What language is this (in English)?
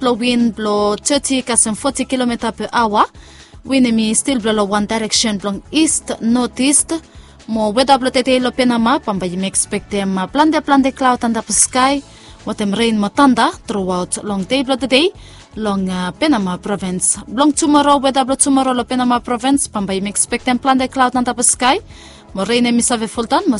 Bislama